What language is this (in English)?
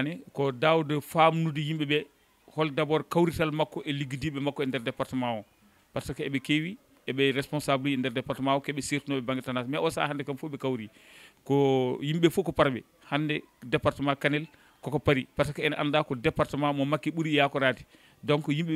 Fula